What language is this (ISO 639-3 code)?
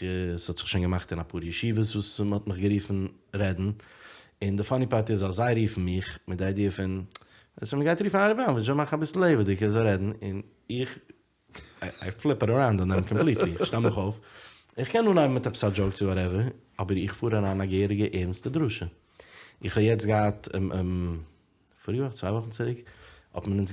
yid